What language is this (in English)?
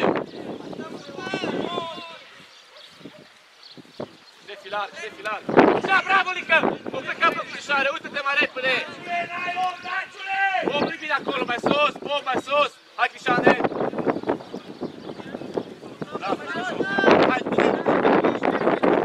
Romanian